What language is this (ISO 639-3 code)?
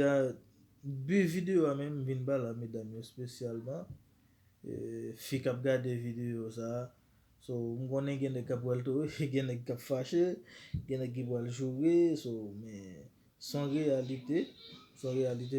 hat